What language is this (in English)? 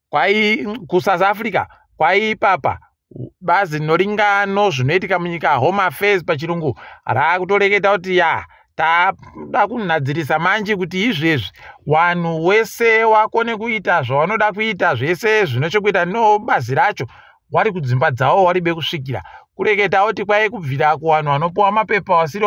Ndau